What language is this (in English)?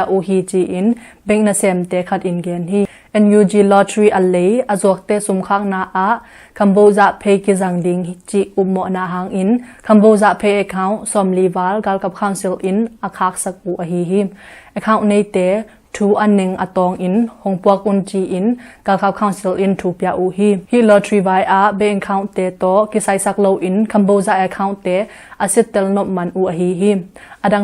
Tedim Chin